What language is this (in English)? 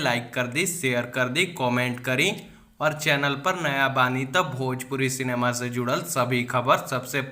Bhojpuri